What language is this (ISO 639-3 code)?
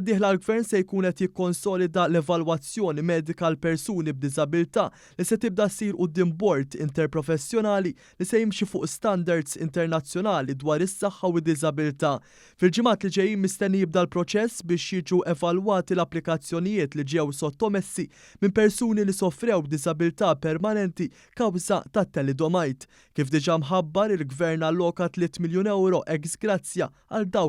mlt